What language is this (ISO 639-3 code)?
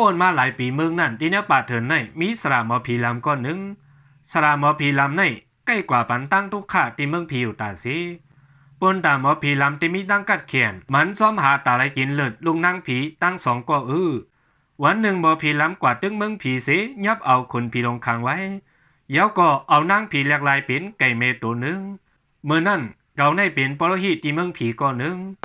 shn